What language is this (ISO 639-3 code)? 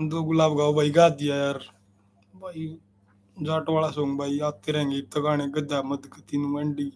bgc